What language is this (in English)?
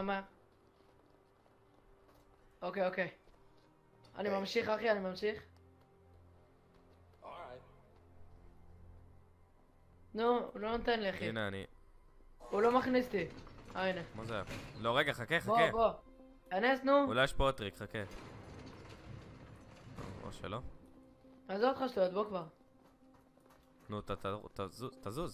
Hebrew